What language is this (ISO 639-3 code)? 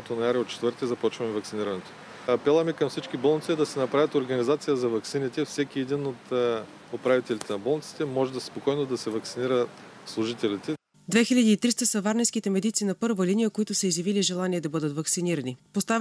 bul